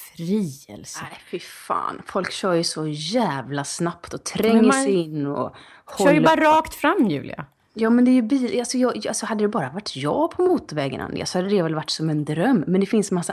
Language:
Swedish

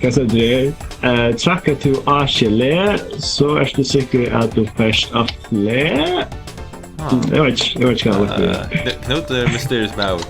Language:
Faroese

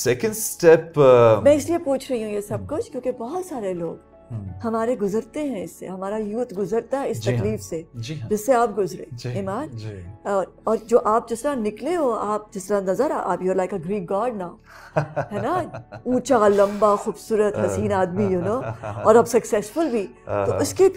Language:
Urdu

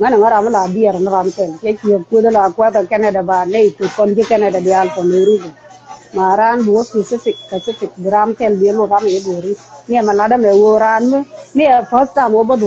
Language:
Nuer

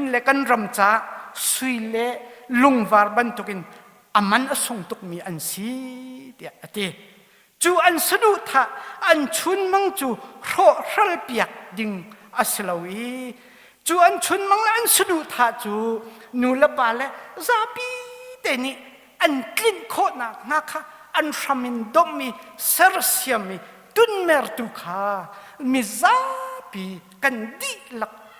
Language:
Hakha Chin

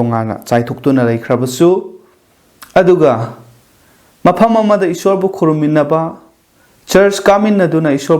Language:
Manipuri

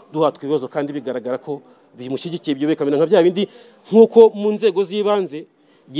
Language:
Kinyarwanda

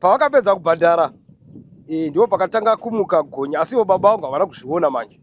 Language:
Shona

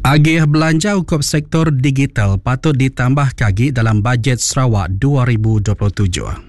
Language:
Iban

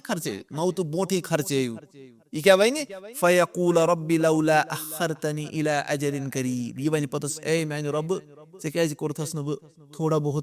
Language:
Kashmiri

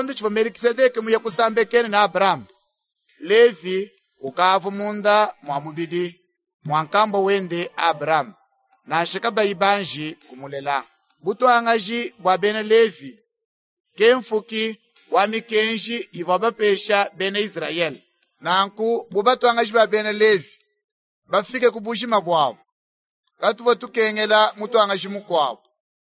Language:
Luba-Lulua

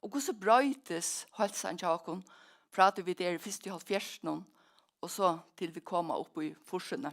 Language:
Faroese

